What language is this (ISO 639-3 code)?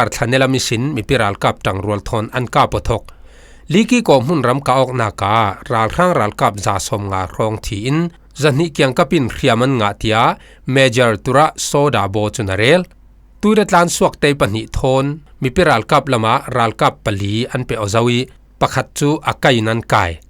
cfm